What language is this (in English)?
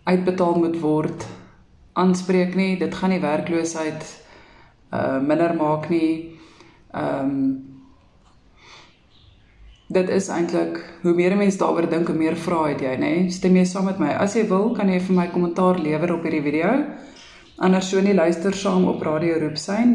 Afrikaans